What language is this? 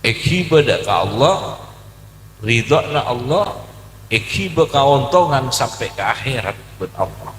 Madurese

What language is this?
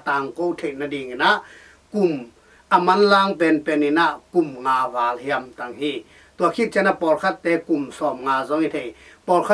Tedim Chin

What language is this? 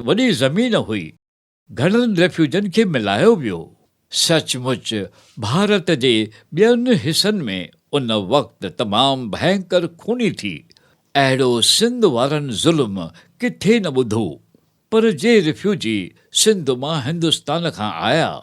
Sindhi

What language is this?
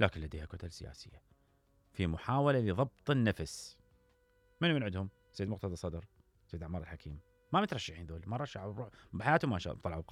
Mesopotamian Arabic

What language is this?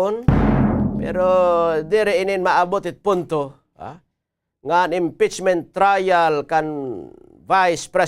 Waray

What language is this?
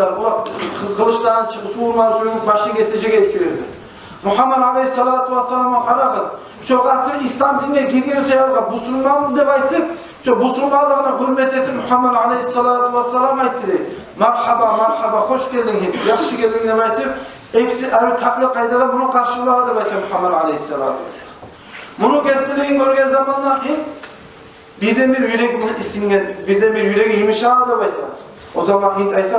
Kumyk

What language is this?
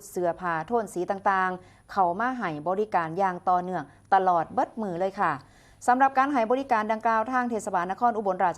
Northeastern Thai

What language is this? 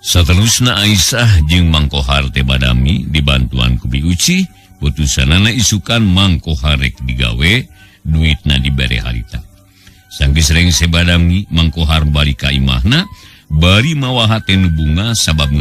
Sundanese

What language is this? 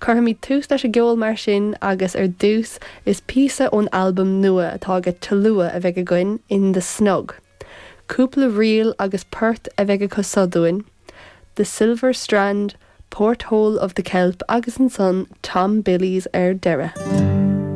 Irish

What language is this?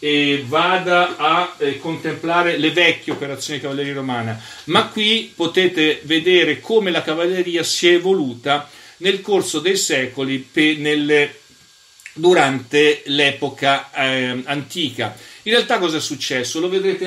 Italian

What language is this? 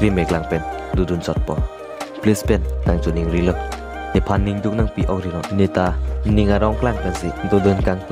Karbi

